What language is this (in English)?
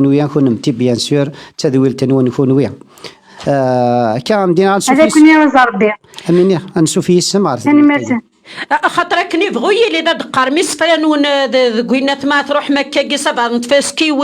Kabyle